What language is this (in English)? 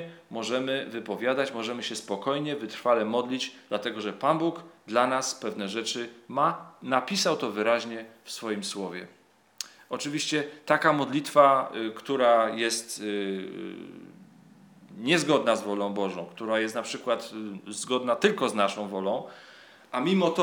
Polish